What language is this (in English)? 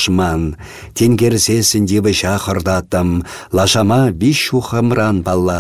Chuvash